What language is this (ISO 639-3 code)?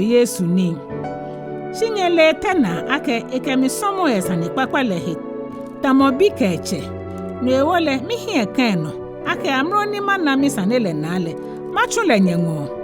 gaa